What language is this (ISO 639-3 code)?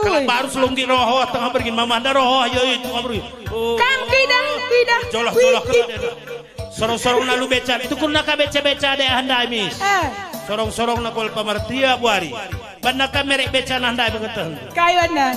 btx